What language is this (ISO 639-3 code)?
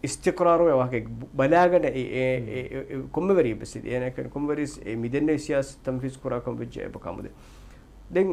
div